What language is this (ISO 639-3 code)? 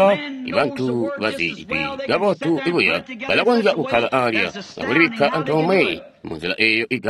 toi